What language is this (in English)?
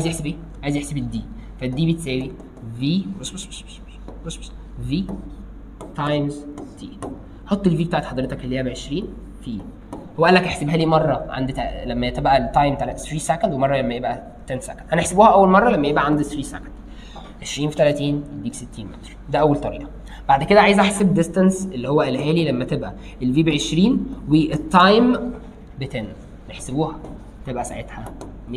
Egyptian Arabic